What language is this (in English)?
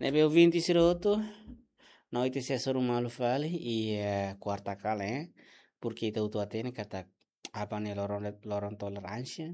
Tetum